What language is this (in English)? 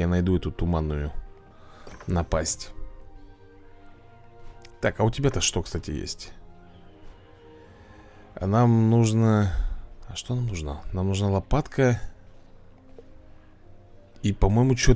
Russian